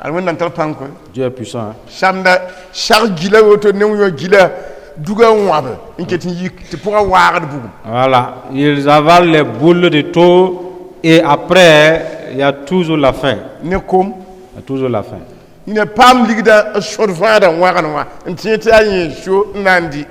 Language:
Mossi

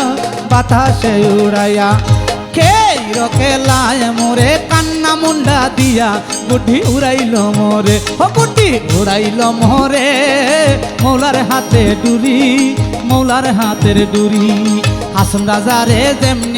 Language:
Sylheti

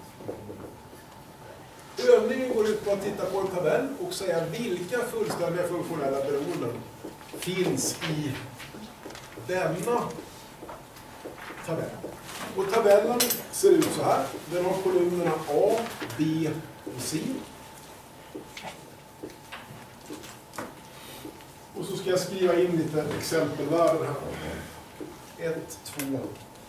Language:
Swedish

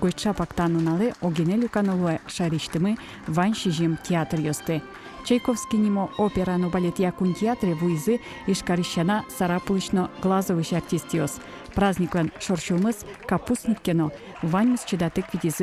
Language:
Udmurt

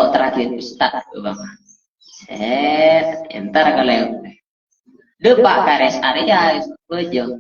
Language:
Madurese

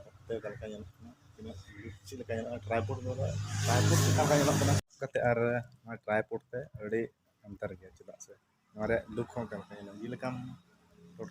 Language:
Santali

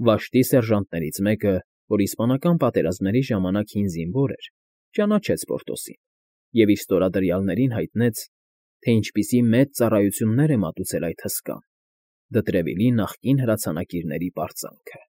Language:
Armenian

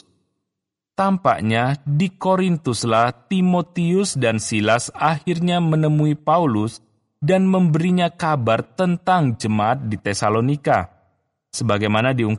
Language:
Indonesian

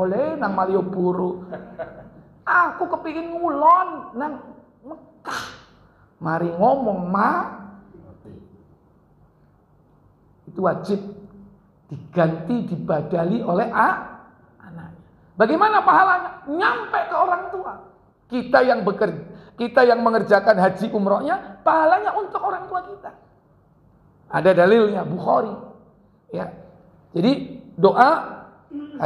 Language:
Indonesian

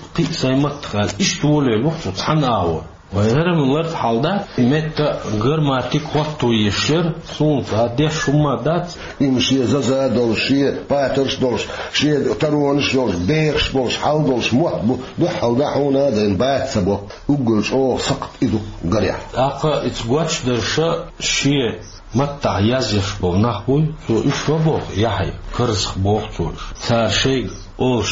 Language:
Chechen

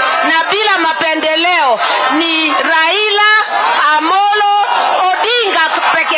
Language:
Swahili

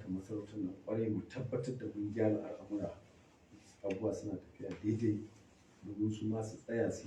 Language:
Hausa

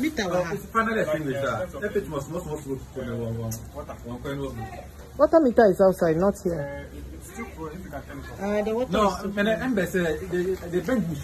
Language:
Nigerian Pidgin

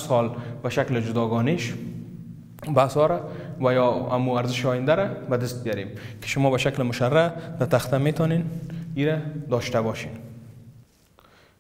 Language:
Persian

